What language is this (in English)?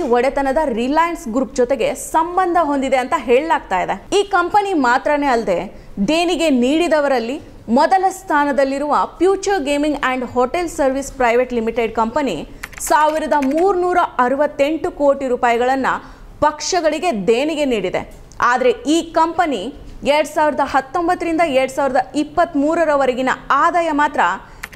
Kannada